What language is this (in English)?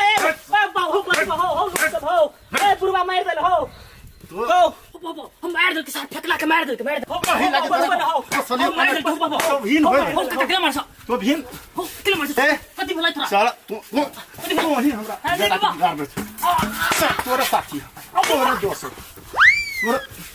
Maithili